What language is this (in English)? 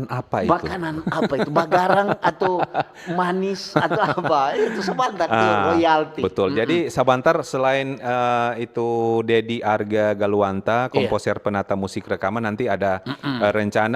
Manado Malay